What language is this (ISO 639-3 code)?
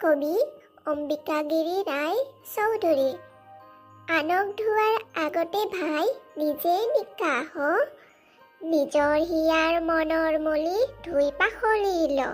asm